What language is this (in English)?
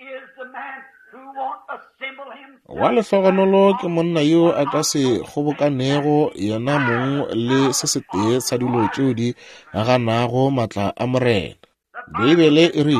Northern Sotho